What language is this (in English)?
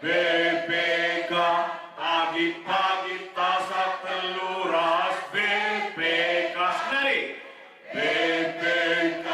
Batak Karo